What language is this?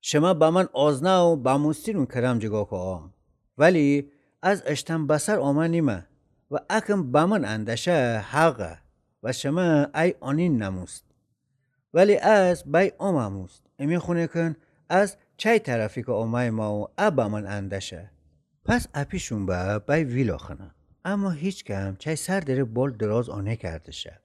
Gilaki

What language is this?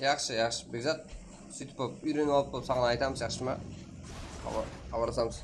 Kara-Kalpak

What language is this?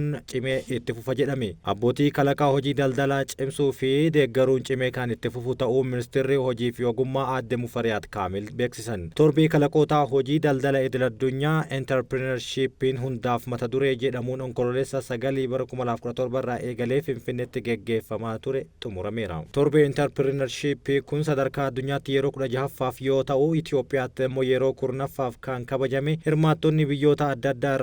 Oromo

